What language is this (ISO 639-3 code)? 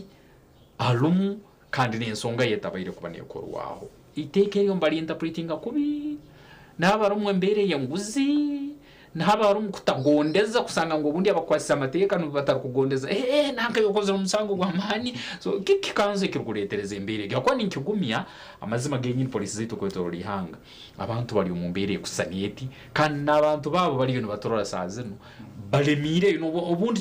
nyn